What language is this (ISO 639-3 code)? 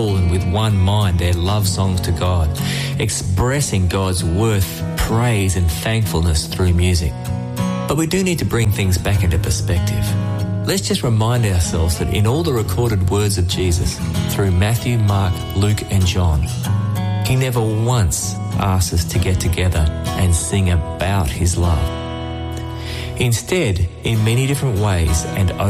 eng